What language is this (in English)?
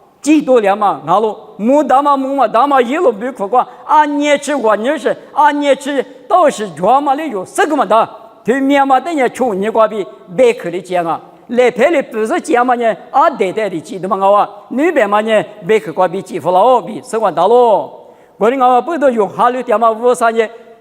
Lisu